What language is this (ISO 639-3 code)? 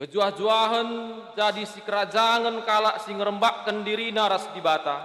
btx